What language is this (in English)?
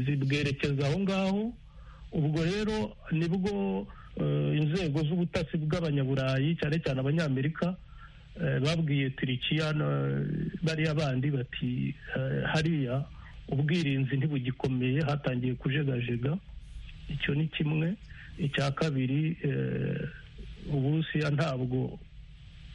Kinyarwanda